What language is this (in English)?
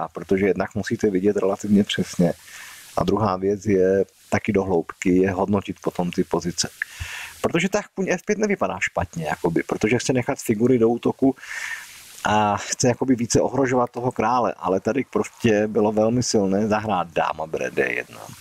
Czech